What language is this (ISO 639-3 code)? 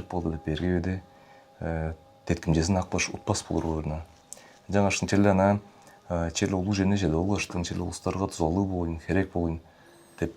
tyv